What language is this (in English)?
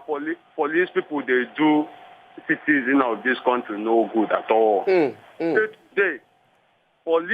Nigerian Pidgin